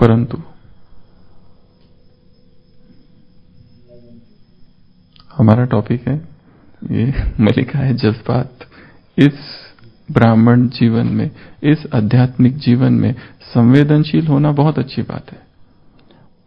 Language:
Hindi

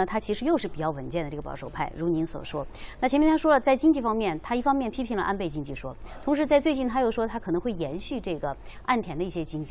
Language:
Chinese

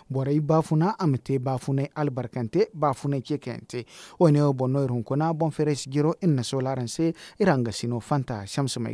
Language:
Zarma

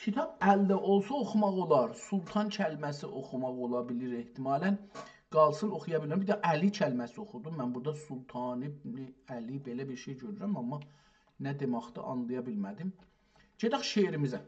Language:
South Azerbaijani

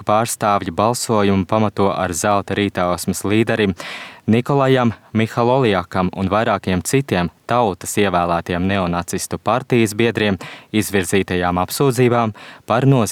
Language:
Latvian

